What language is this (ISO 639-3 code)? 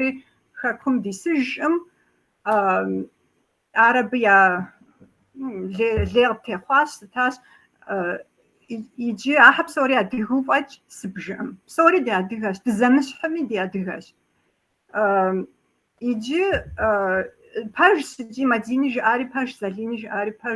kbd